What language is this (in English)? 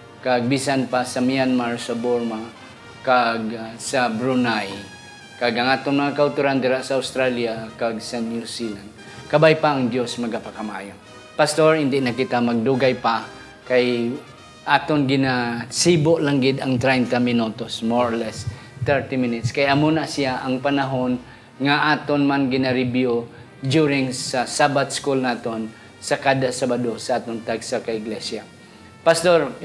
Hiligaynon